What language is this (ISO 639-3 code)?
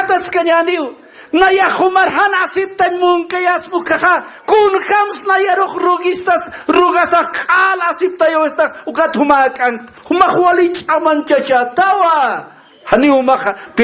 aym